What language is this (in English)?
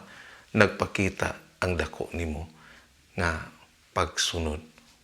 Cebuano